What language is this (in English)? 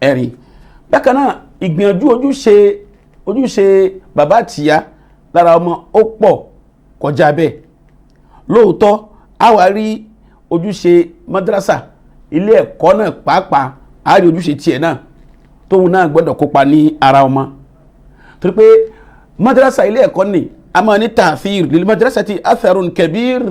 Yoruba